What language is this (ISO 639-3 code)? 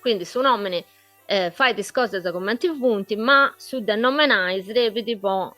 srd